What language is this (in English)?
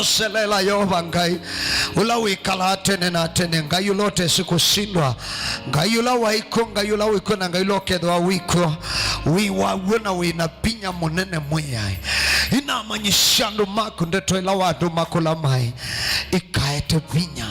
Kamba